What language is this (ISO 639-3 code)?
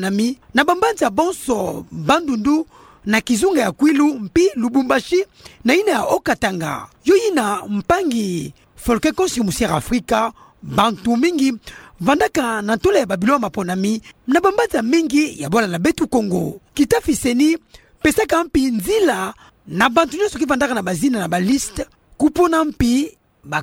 ktu